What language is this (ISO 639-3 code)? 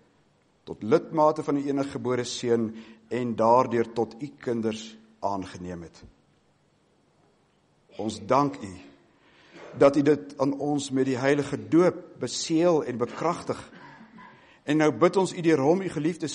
afr